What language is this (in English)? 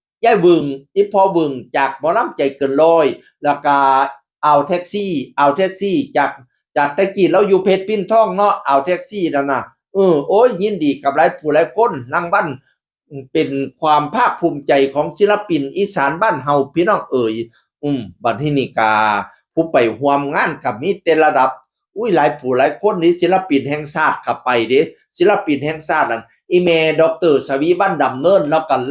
Northeastern Thai